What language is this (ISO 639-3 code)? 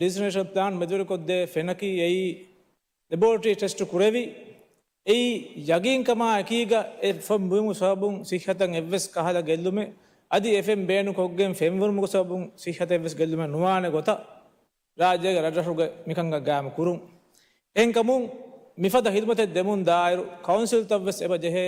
div